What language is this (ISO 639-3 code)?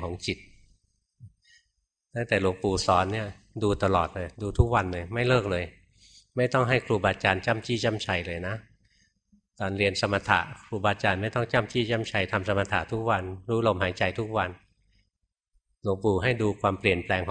tha